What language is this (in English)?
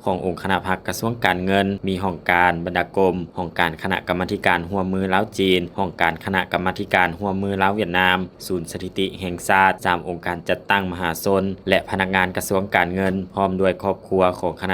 Lao